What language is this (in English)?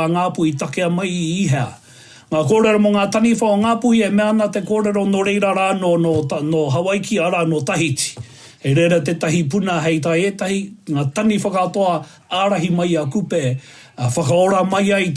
Māori